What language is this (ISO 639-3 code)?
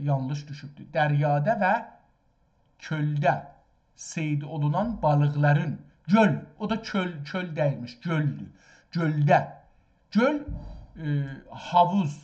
azb